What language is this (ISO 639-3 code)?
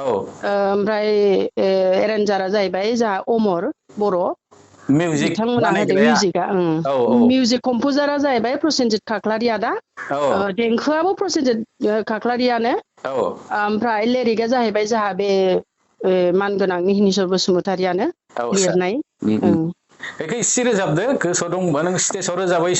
brx